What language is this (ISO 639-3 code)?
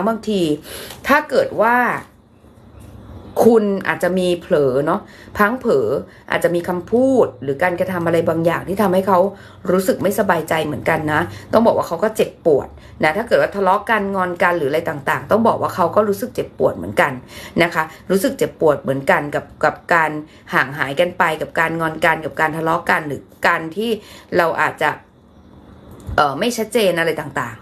tha